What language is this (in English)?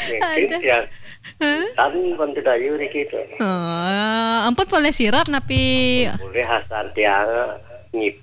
Balinese